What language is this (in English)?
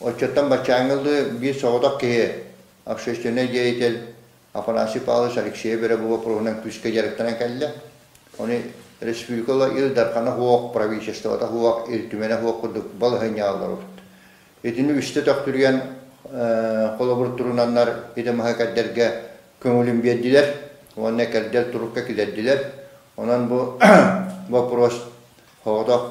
Yakut